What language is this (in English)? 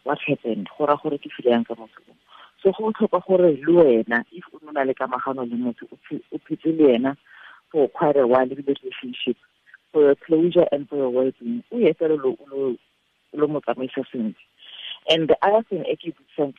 Tswana